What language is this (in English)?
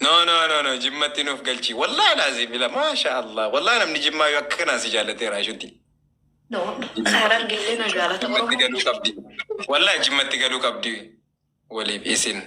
Oromo